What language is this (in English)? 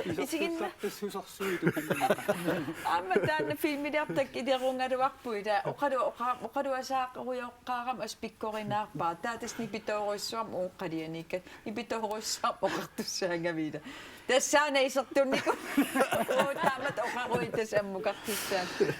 Kalaallisut